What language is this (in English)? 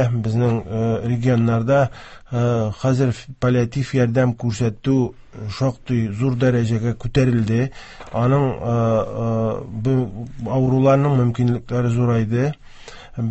Tatar